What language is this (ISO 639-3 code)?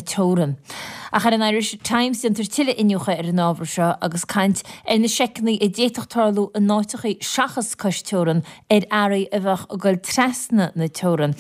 gle